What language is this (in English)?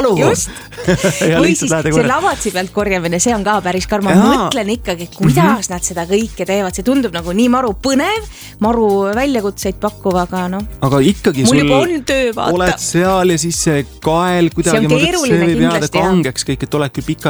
Estonian